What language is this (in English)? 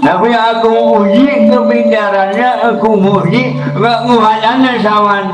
Betawi